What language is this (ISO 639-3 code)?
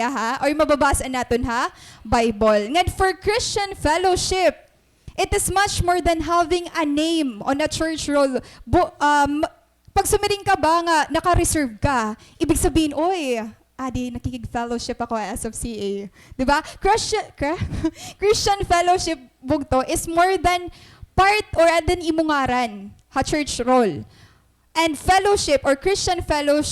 war